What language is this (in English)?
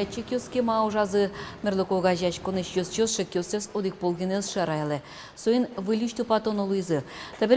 Udmurt